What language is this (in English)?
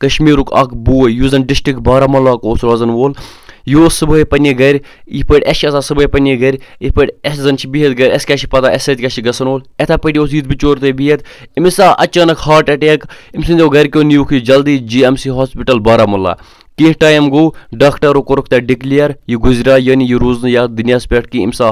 Kashmiri